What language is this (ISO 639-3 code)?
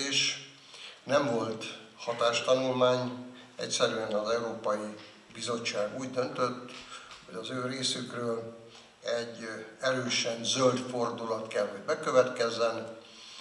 hun